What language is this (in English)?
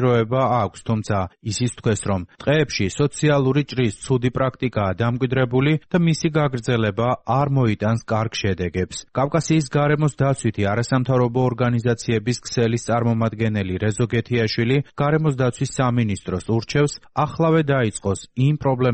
Georgian